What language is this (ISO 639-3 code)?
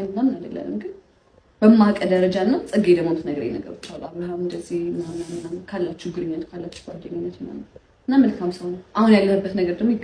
amh